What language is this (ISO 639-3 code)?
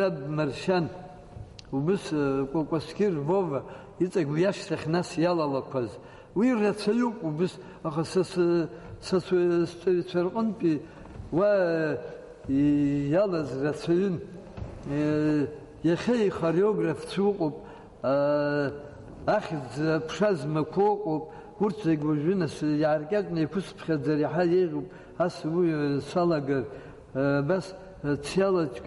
abk